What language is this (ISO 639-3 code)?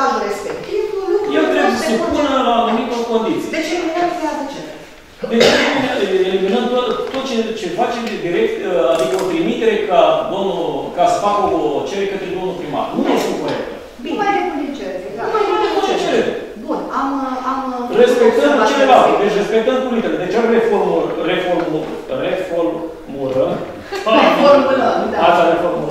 ron